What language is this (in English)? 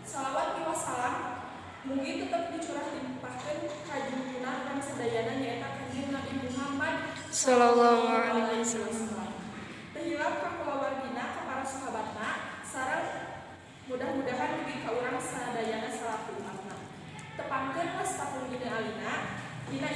Sundanese